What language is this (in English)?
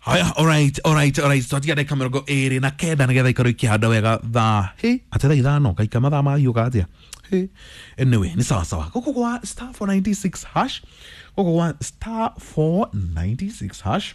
Kikuyu